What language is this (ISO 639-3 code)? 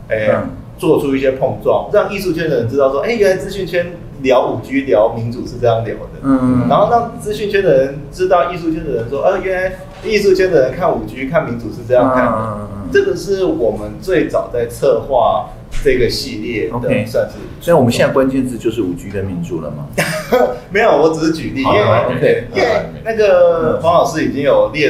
zho